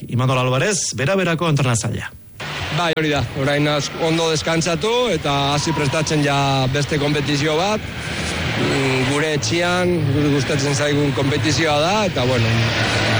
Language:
Basque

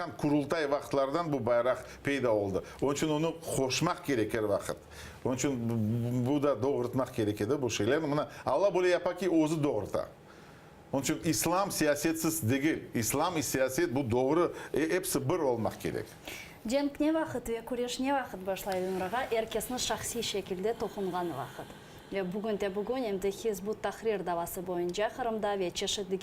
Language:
Crimean Tatar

